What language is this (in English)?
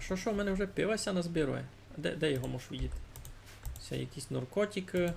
Rusyn